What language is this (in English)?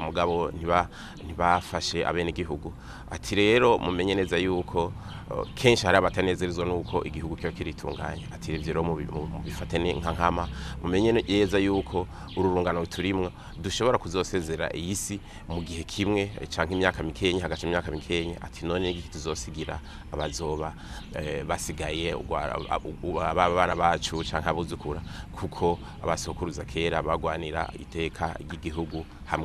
Rundi